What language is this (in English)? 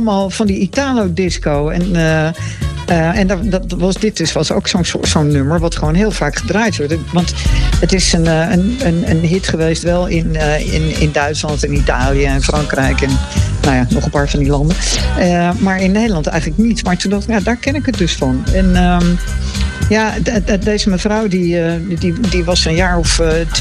Dutch